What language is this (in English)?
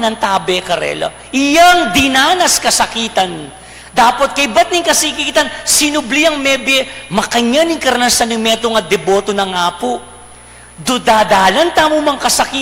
Pampanga